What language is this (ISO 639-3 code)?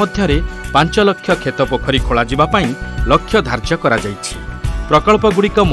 ori